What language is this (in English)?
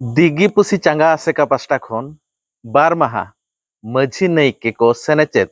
Santali